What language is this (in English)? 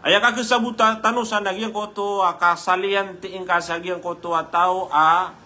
Maranao